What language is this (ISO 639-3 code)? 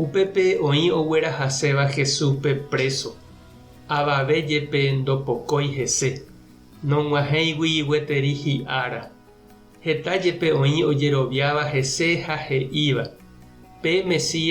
grn